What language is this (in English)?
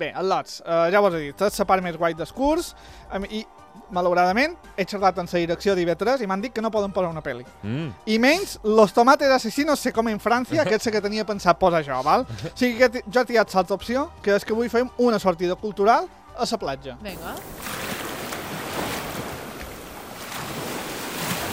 Catalan